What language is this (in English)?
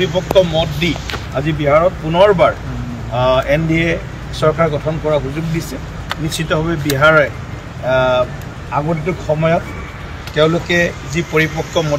Assamese